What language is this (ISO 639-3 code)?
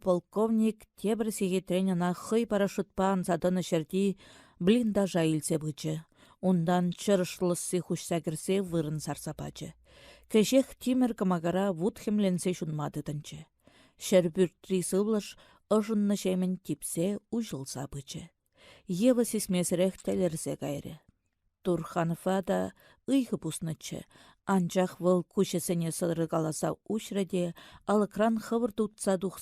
chv